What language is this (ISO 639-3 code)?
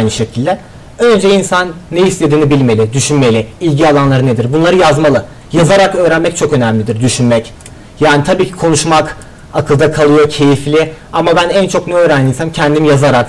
tur